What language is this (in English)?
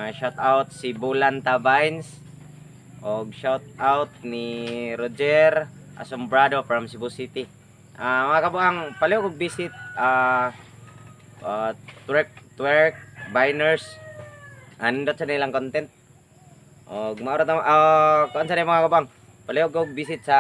Cebuano